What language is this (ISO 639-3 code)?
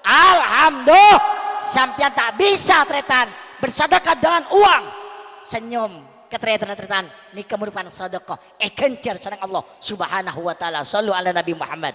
mad